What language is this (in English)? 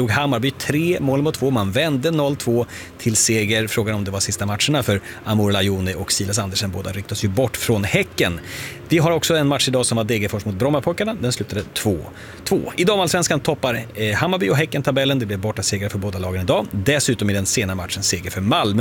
Swedish